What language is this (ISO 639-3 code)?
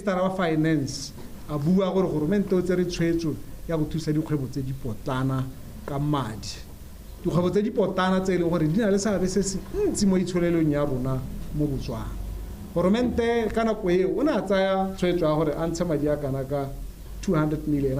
tsn